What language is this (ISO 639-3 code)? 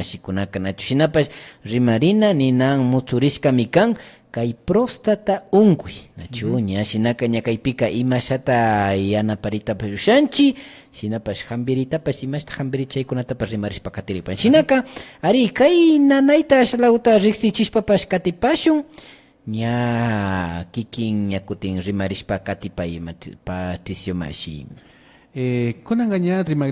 qvi